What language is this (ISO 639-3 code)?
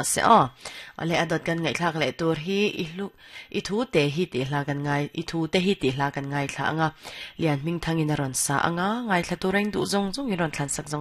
lus